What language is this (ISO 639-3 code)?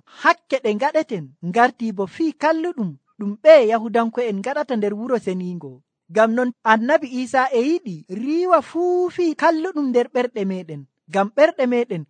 fuv